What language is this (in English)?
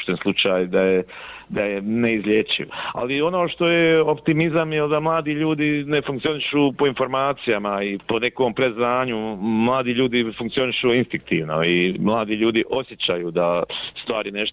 Bosnian